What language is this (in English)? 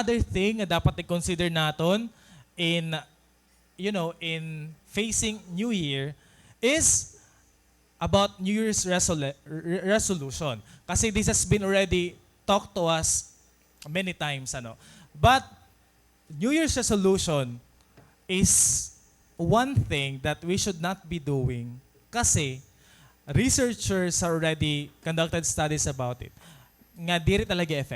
Waray